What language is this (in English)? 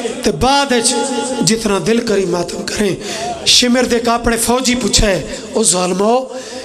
Pahari-Potwari